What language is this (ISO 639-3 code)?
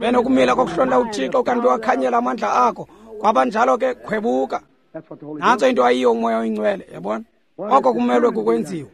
xho